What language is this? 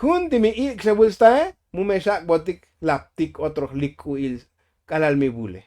Tzotzil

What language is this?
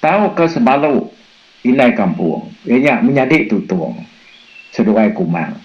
Iban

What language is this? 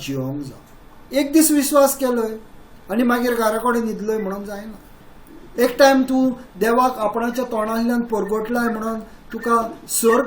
Konkani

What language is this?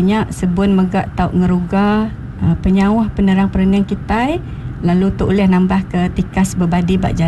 Iban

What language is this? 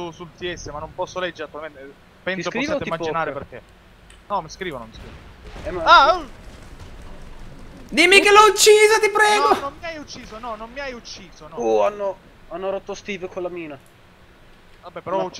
Italian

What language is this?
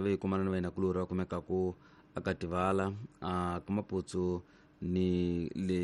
Tsonga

